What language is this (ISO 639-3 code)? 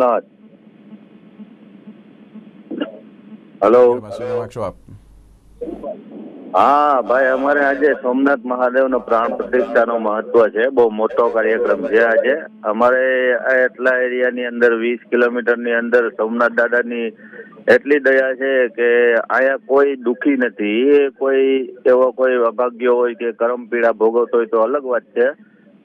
guj